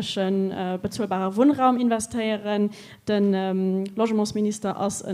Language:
Luxembourgish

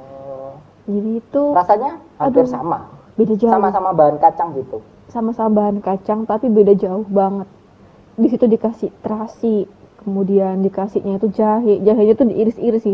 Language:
Indonesian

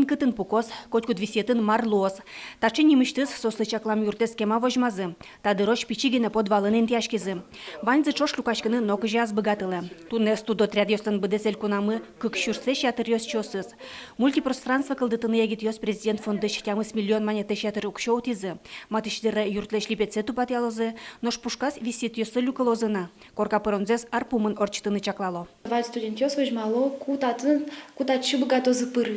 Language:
Udmurt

